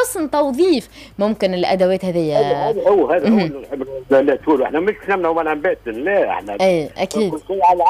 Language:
Tunisian Arabic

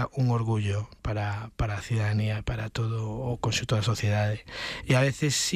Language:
Galician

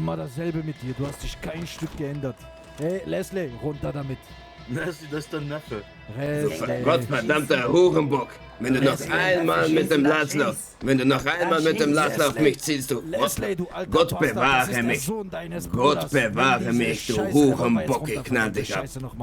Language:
Swiss German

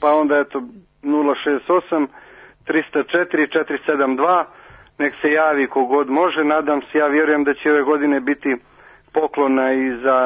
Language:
Serbian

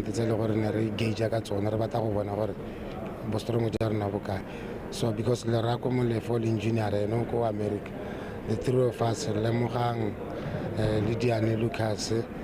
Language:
Tswana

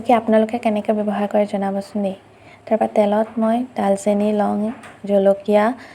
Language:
Assamese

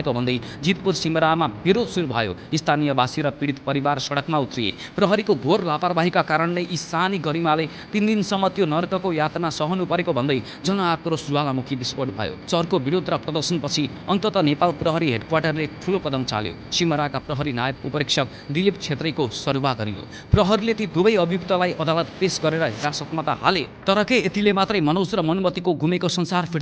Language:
Nepali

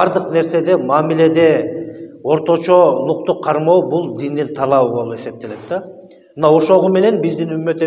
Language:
Kyrgyz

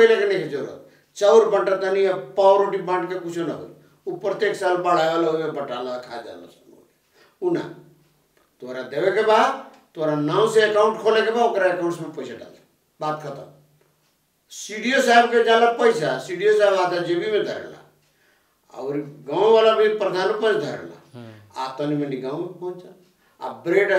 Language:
Bhojpuri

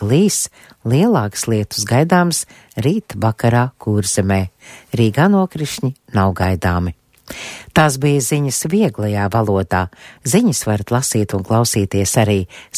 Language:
Latvian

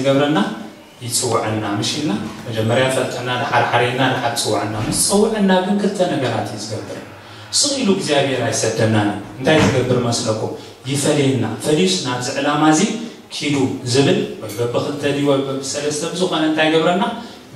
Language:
Tigrinya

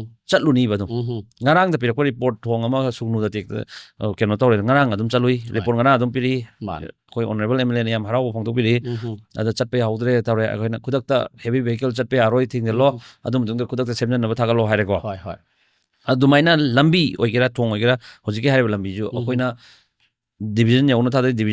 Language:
Manipuri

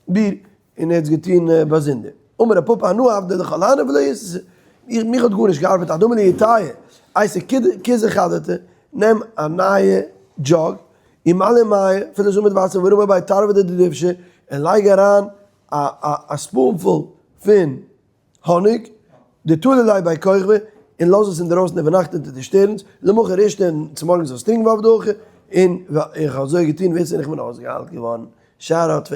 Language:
Yiddish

